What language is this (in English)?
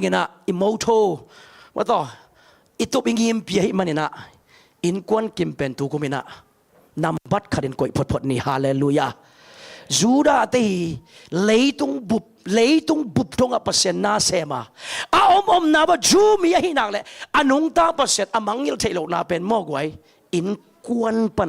Tedim Chin